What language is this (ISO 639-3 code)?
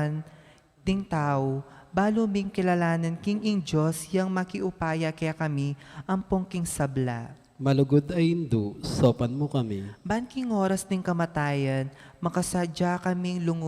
pam